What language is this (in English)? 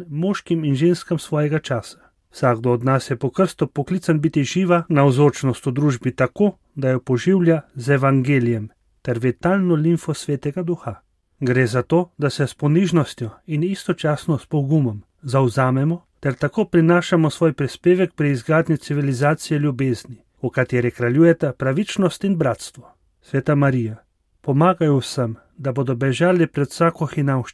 Slovenian